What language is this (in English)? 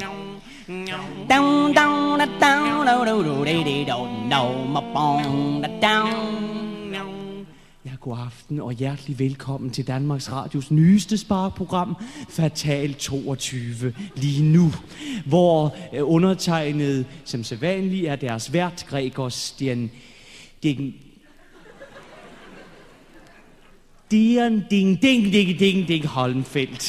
Danish